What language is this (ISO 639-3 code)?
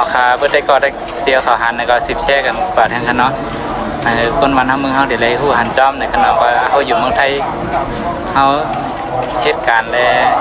shn